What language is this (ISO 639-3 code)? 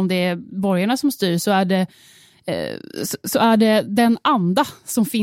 swe